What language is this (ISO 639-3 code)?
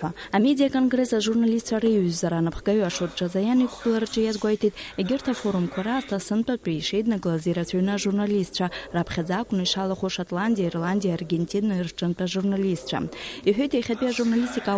abk